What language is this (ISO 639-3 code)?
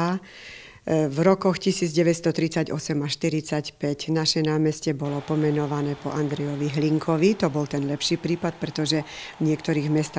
slk